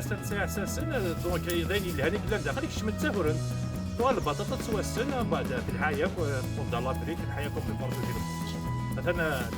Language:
Kabyle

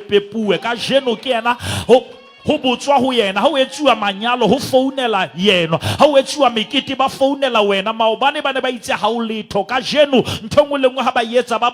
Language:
Southern Sotho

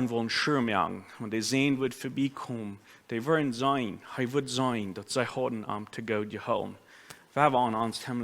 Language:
Plautdietsch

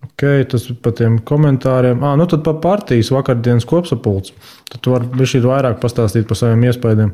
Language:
Latvian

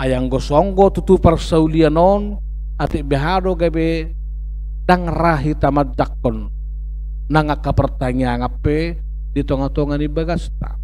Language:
Batak Toba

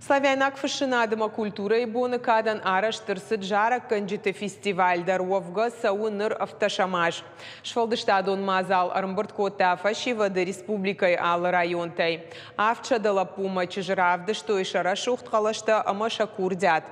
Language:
Ossetic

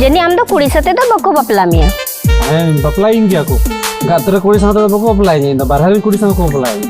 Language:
Santali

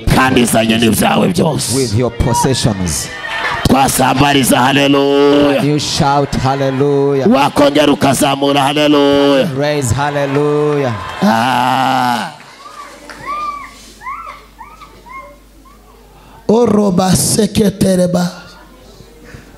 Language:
Kinyarwanda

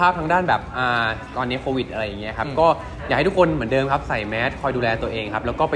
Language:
Thai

